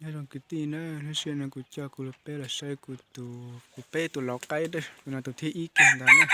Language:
Hmong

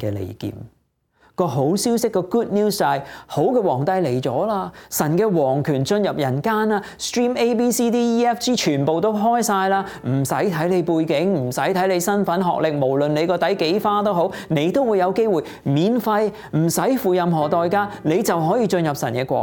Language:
Cantonese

